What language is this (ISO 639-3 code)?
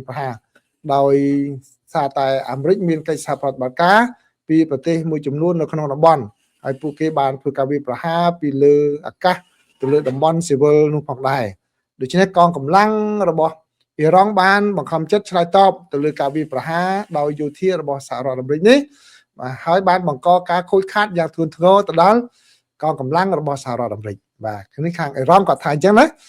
khm